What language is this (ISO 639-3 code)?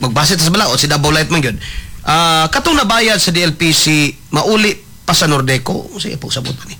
ceb